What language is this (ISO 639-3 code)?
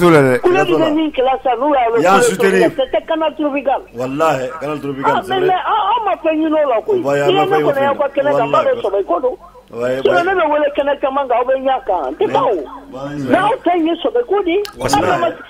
bam